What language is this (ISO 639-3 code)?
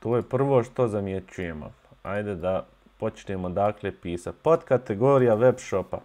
bos